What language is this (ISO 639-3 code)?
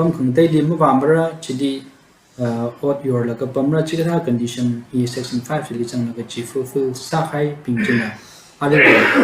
nmf